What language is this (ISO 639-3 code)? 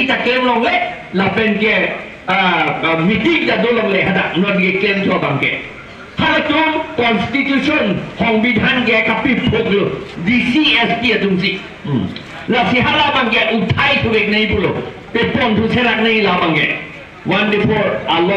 mjw